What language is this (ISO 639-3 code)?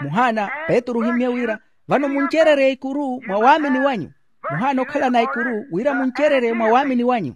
vmw